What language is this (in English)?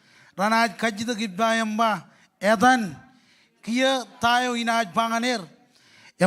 Marshallese